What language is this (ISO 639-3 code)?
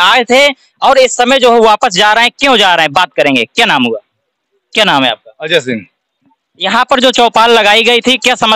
hin